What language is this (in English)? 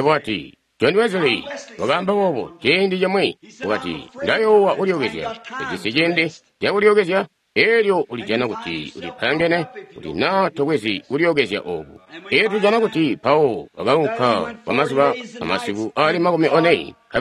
Tonga (Zambia)